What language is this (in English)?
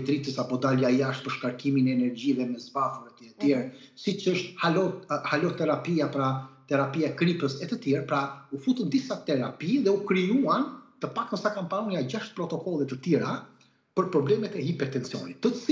Albanian